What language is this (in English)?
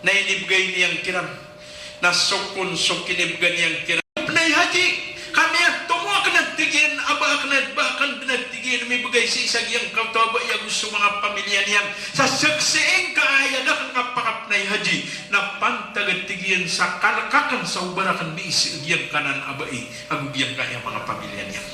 Maranao